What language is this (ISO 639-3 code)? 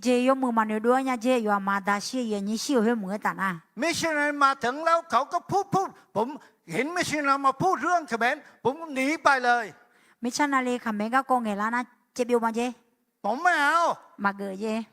ahk